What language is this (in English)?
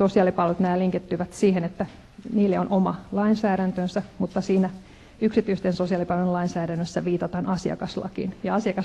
Finnish